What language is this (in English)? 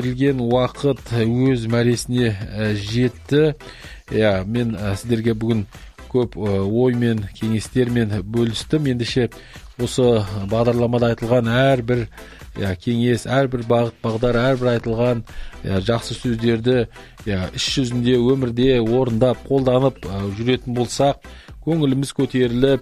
Kazakh